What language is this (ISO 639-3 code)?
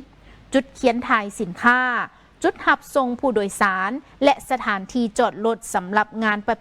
lao